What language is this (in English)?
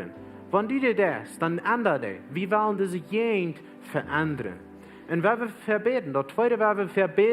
Plautdietsch